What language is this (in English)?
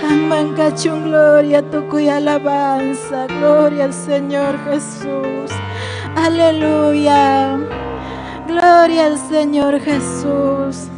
Ayacucho Quechua